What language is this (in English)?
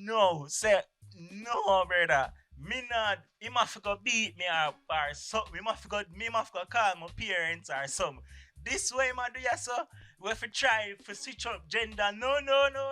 Jamaican Creole English